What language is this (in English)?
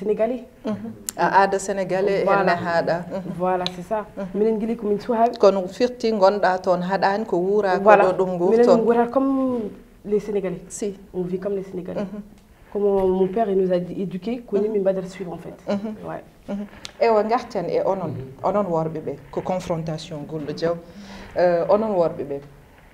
Fula